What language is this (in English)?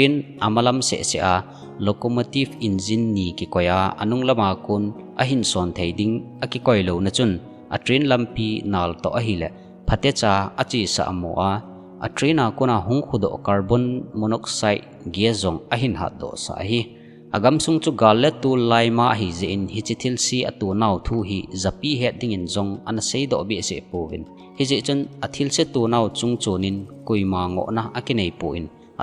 Thado Chin